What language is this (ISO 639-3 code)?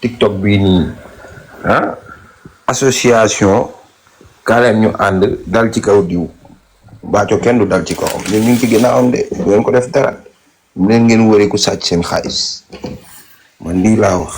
wol